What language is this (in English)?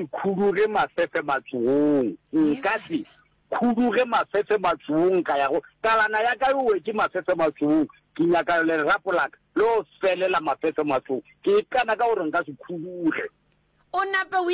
Northern Sotho